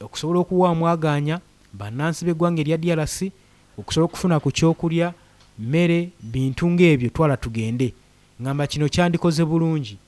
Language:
Ganda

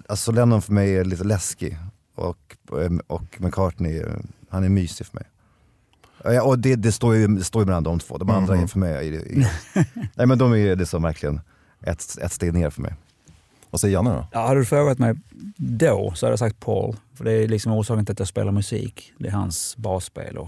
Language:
Swedish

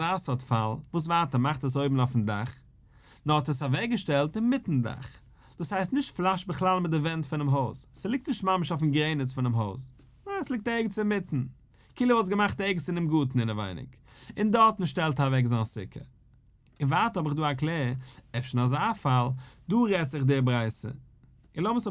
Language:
Yiddish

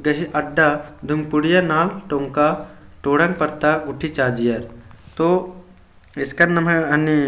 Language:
Kurukh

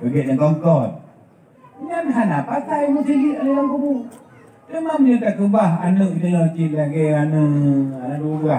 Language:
Achinese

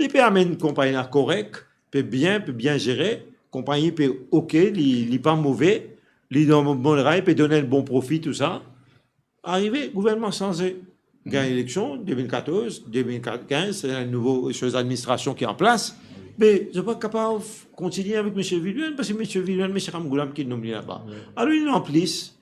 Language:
Morisyen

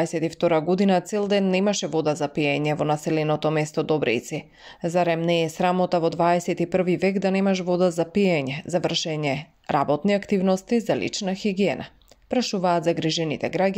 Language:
Macedonian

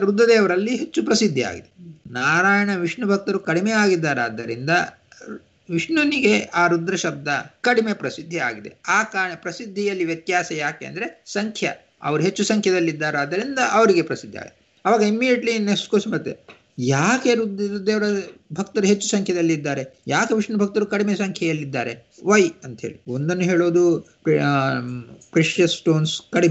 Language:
Kannada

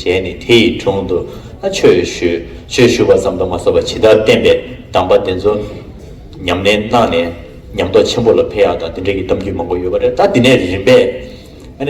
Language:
Tibetan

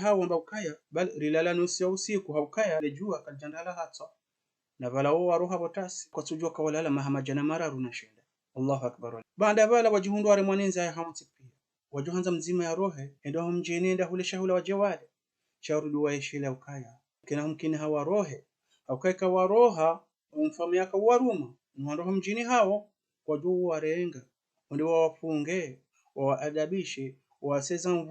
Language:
Ngazidja Comorian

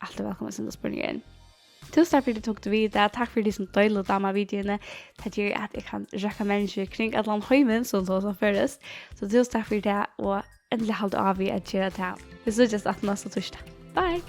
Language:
Faroese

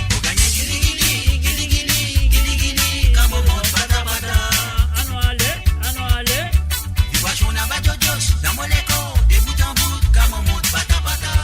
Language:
Morisyen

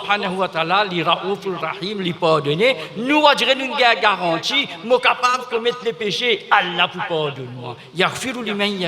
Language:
Morisyen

